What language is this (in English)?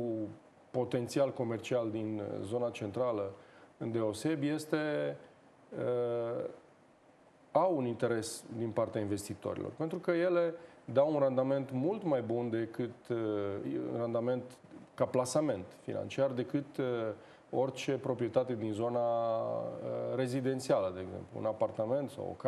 Romanian